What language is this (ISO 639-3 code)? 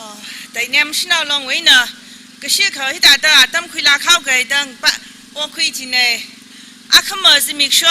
nmf